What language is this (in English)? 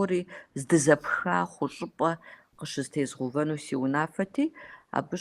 Kabardian